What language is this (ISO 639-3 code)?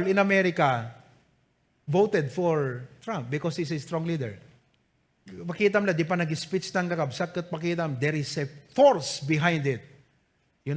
ilo